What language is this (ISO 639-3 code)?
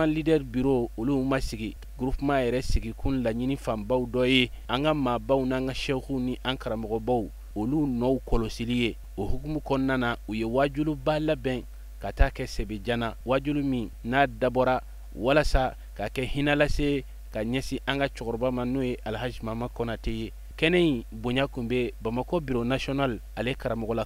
bam